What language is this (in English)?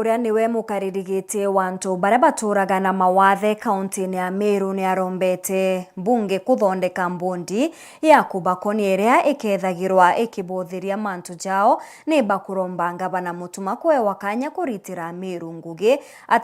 Meru